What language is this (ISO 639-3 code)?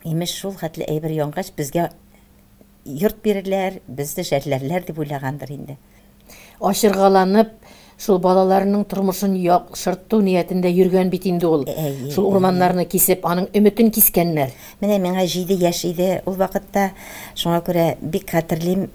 tat